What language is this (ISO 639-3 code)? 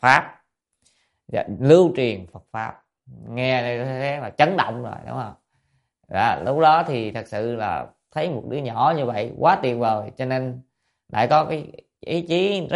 vie